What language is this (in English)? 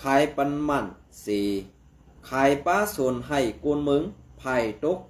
Shan